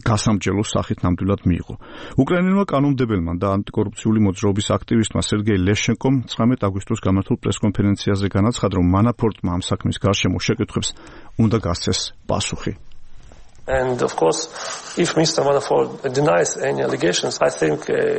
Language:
Georgian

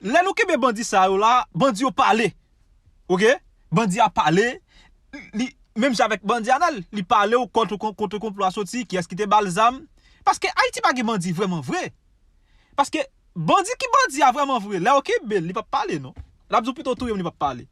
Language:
Haitian Creole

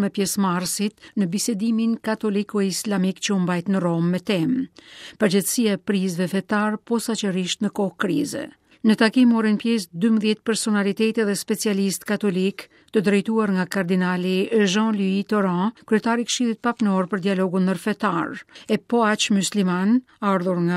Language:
Albanian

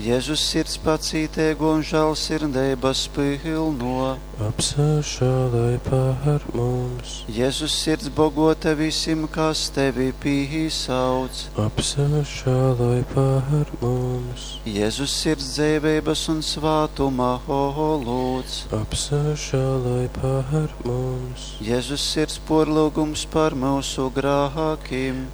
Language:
Latgalian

